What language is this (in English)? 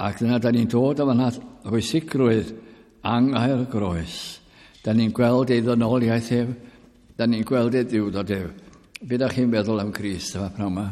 Welsh